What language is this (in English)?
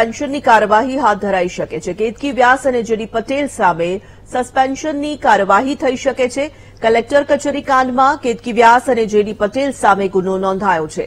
Gujarati